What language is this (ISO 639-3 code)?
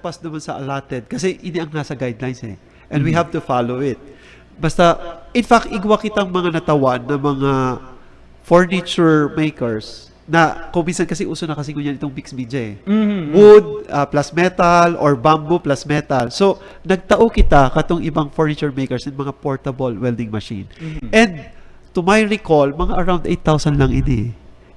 bik